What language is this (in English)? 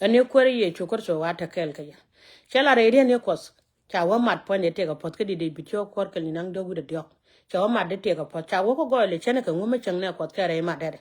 Nuer